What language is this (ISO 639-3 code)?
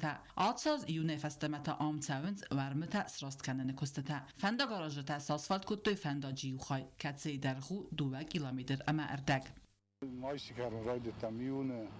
oss